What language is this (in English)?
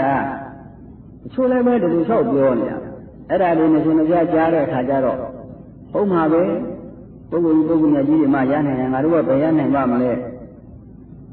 Burmese